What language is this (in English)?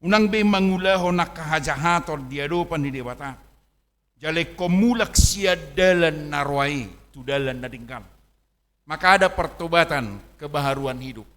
Batak Toba